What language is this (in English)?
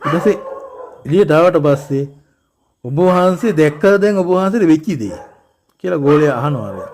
Sinhala